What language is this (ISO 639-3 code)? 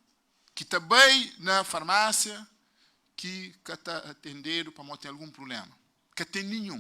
kea